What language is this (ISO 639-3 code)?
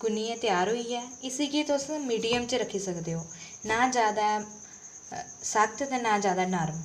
doi